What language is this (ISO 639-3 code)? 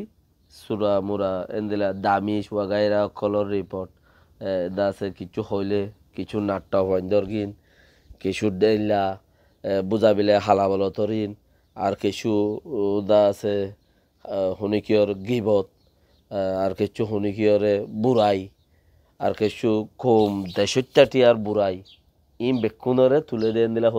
rhg